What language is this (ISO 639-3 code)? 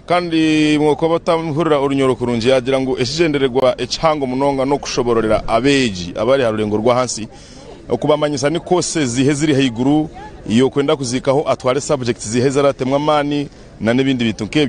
nyn